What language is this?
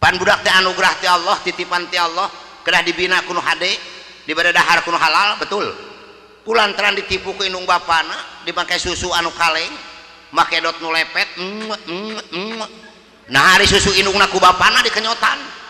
Sundanese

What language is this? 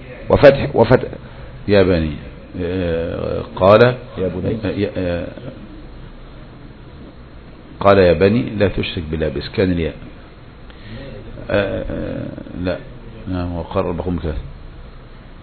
Arabic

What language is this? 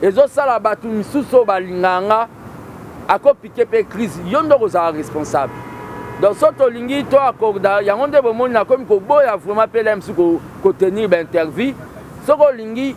Lingala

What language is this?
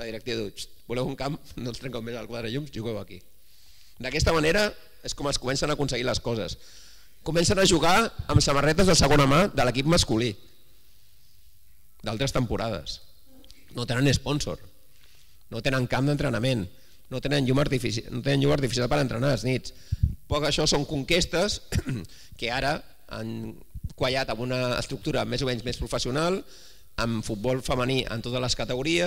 Catalan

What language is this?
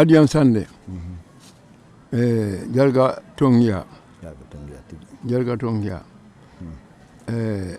Fula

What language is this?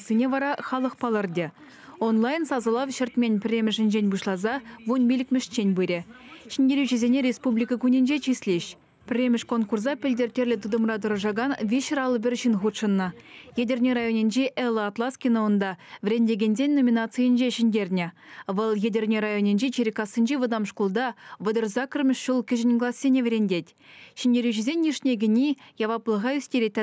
Chuvash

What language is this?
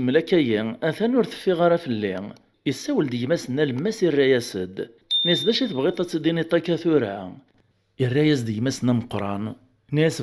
Kabyle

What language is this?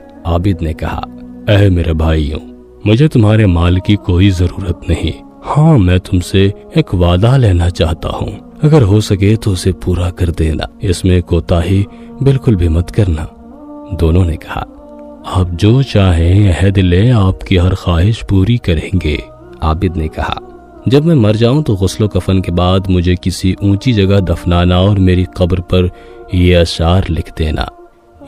Urdu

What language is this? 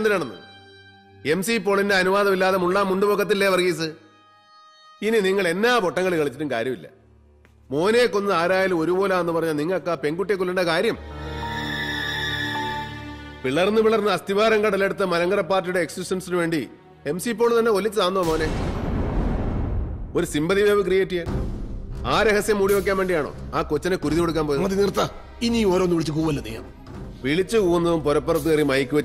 Malayalam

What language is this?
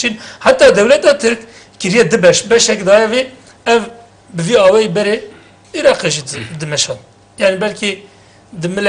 Kurdish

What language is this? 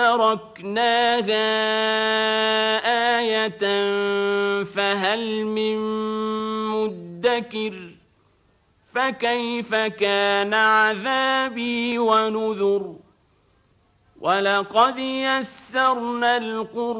Arabic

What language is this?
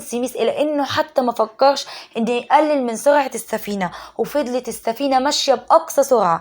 Egyptian Arabic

